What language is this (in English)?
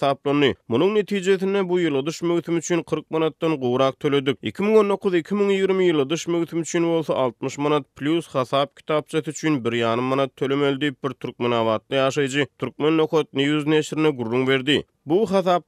Turkmen